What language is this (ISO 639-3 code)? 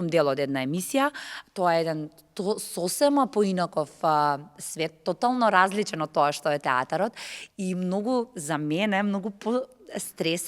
mkd